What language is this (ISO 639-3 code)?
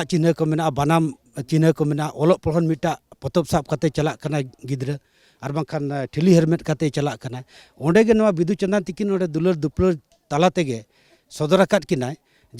sat